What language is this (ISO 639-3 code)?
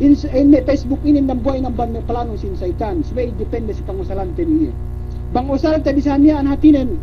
yka